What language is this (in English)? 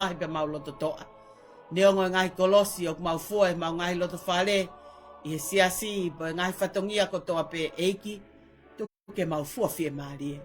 Tongan